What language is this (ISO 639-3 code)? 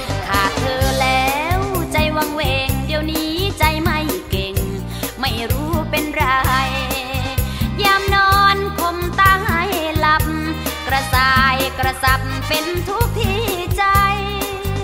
tha